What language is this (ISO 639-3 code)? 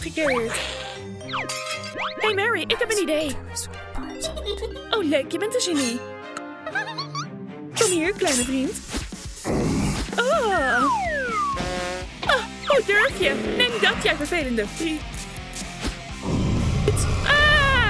nld